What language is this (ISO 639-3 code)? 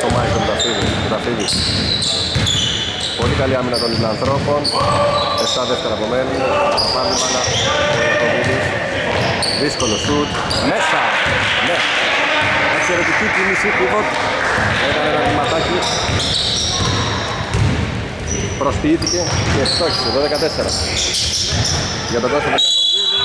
ell